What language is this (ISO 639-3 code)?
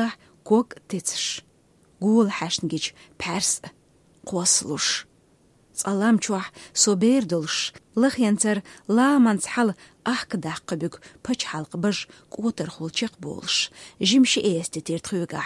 che